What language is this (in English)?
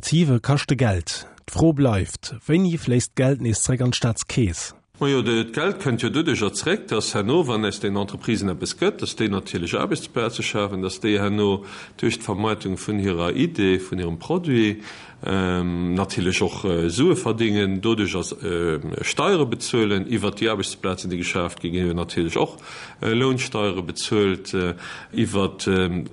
Luxembourgish